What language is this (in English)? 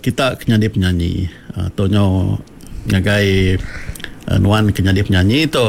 Iban